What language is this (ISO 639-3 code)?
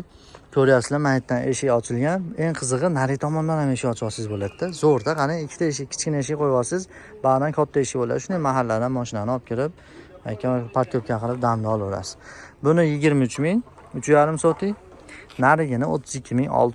uzb